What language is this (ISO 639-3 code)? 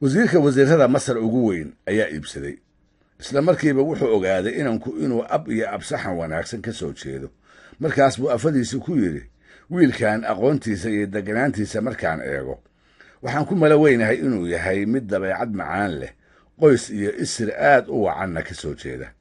som